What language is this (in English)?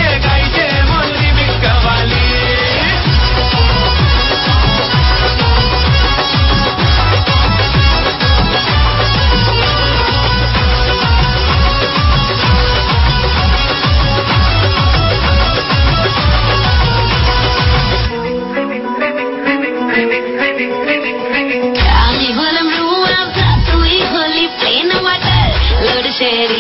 Bangla